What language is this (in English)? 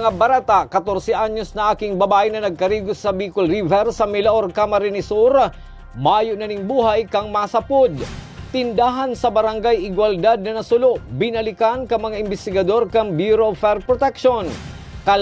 Bikol